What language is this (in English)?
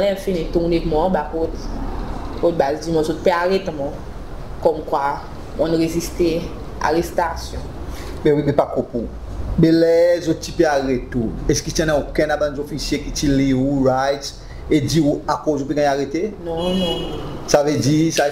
Seselwa Creole French